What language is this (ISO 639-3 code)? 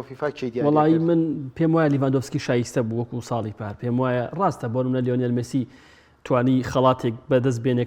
ckb